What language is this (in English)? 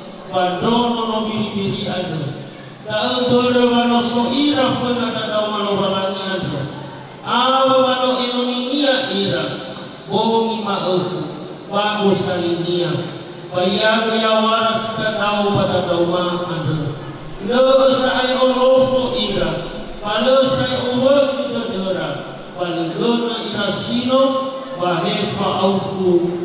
Nias